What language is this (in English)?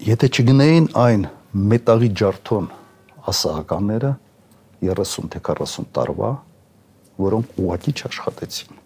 Armenian